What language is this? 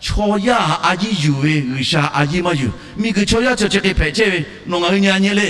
Lahu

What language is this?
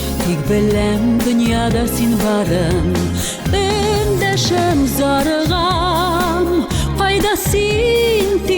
Tatar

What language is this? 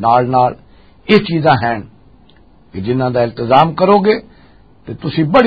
Western Panjabi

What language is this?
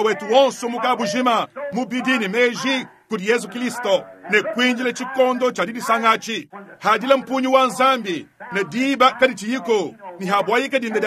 Luba-Lulua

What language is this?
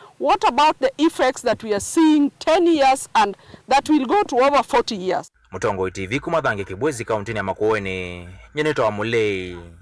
Kamba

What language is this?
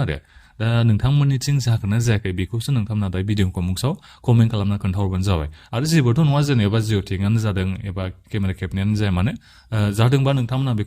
Bodo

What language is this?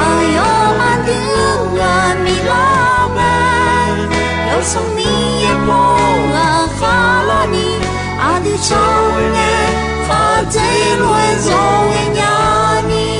Akha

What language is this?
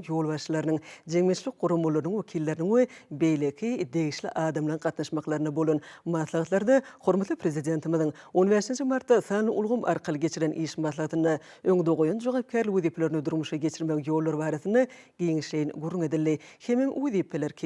Turkmen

